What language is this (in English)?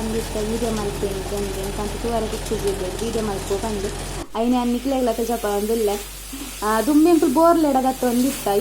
Tulu